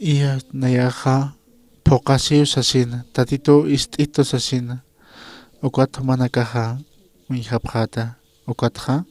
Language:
Aymara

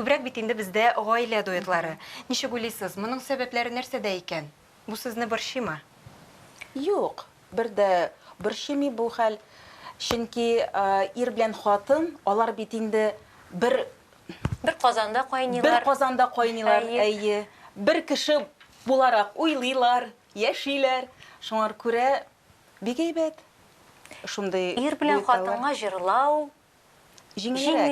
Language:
Tatar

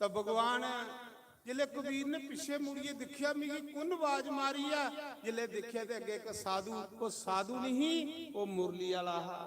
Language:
Dogri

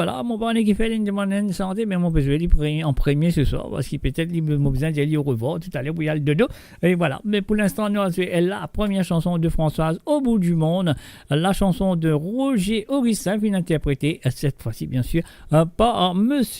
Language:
Morisyen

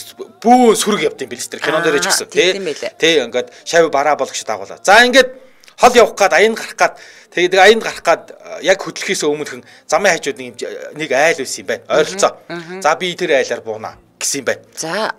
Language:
Mongolian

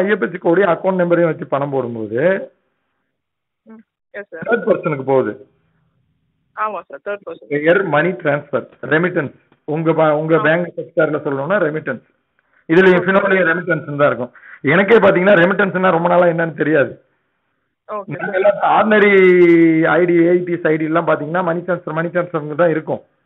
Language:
Tamil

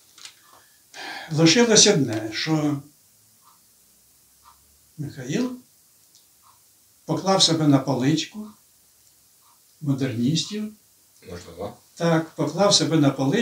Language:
Ukrainian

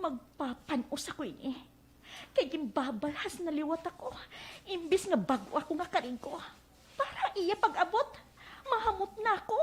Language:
Waray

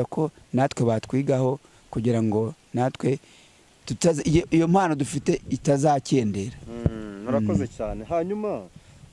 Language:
Kinyarwanda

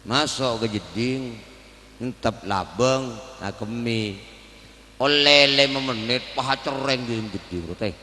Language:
Madurese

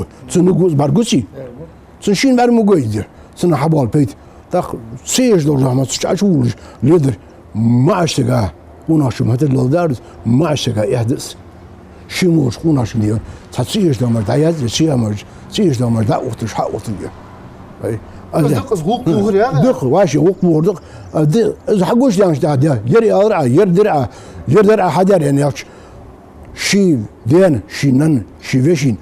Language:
Ingush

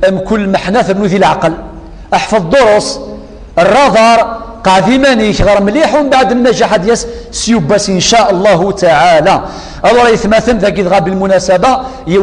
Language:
Kabyle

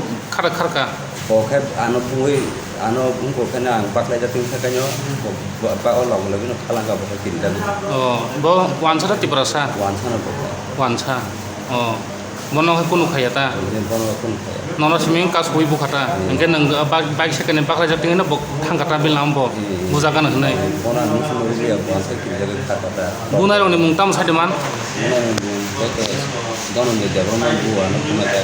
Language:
Kok Borok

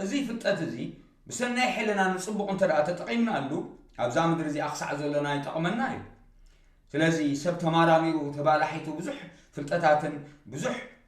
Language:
Tigrinya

